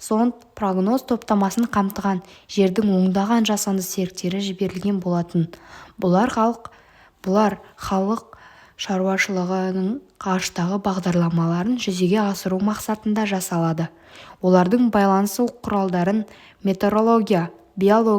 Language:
Kazakh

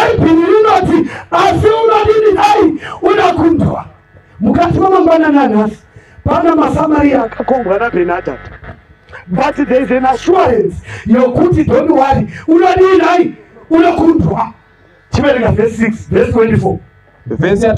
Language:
Shona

